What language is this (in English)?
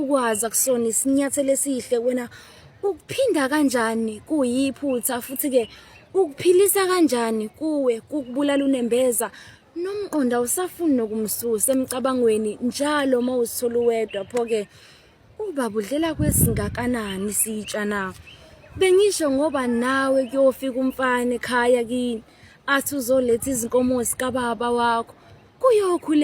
Zulu